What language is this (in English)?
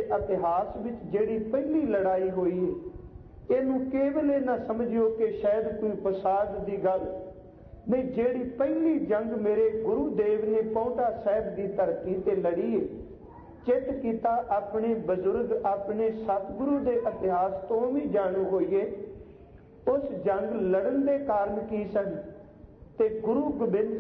Punjabi